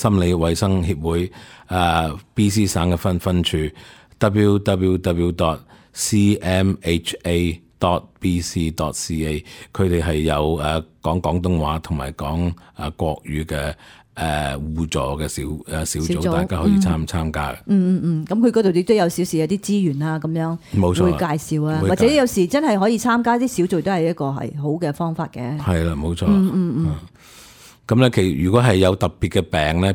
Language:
Cantonese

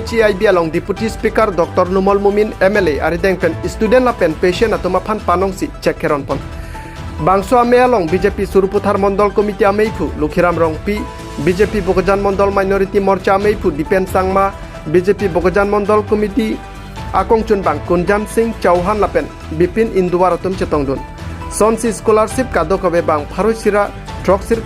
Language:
Karbi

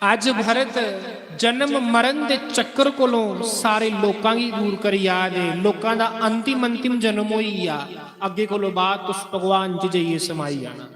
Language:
Dogri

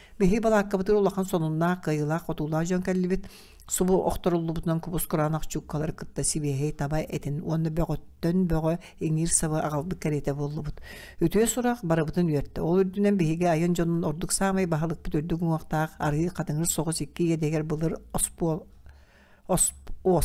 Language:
Yakut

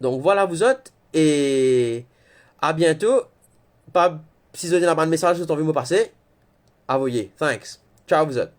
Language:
Morisyen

